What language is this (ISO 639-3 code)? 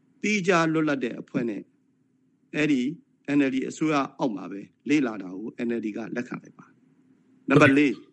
mya